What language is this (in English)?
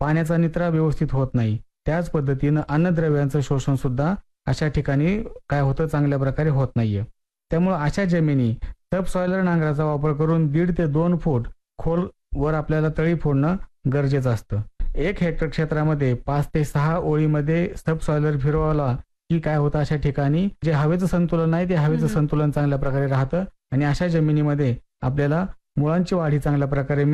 Marathi